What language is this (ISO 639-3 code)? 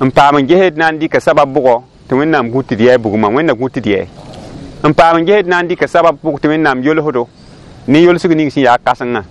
mos